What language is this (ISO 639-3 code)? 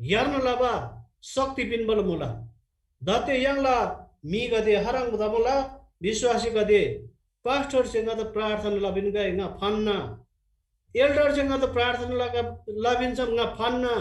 taj